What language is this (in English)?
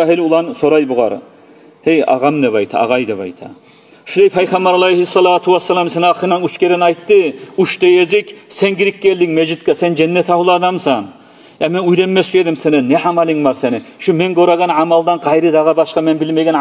Kumyk